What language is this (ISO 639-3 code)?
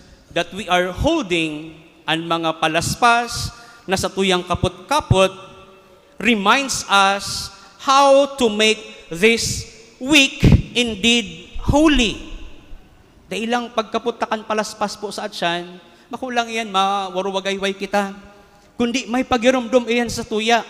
bik